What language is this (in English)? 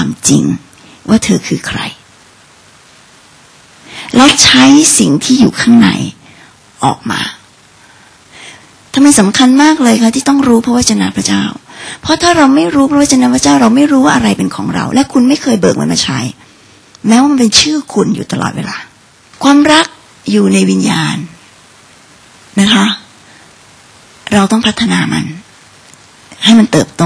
Thai